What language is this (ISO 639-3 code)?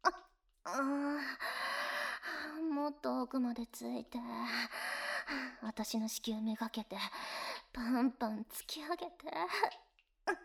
jpn